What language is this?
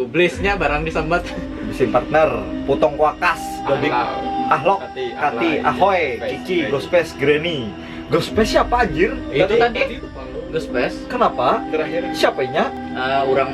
Banjar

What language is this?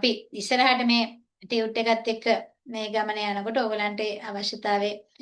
Sinhala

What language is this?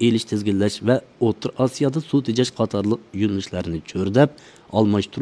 Uyghur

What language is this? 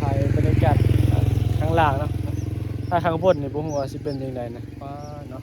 Northeastern Thai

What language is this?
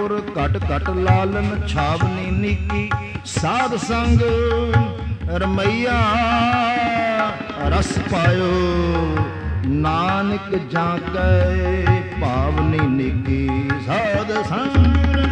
Punjabi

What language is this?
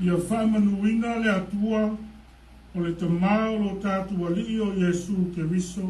Samoan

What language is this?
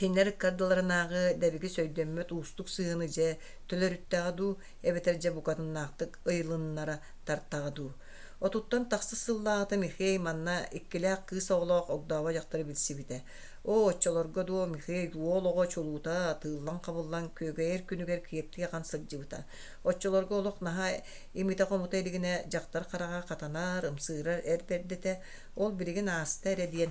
Yakut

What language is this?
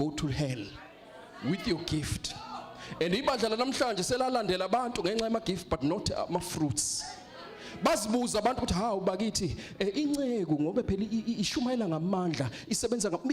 Zulu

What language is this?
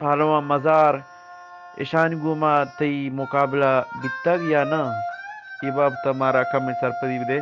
Eastern Balochi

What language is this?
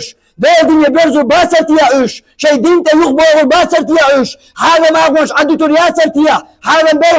Chechen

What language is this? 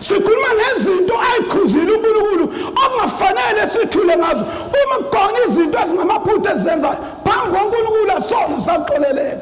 Zulu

